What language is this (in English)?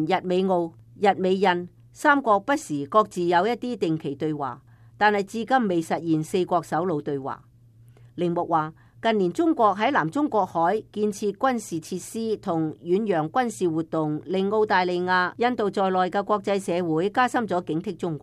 Cantonese